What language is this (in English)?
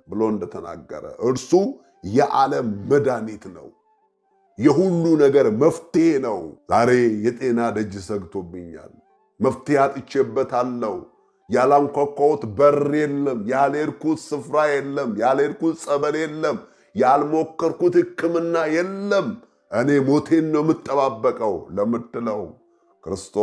Amharic